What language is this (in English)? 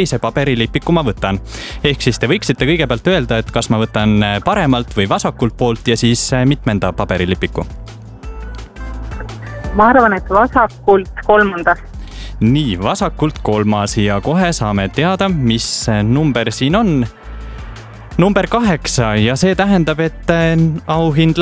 Estonian